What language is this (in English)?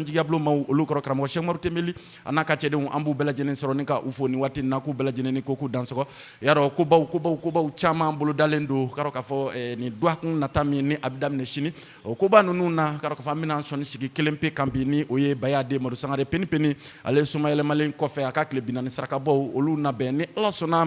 Bambara